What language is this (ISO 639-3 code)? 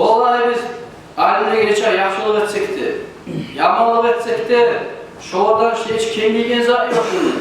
kum